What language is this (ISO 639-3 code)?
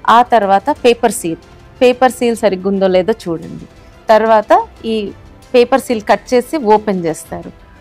tel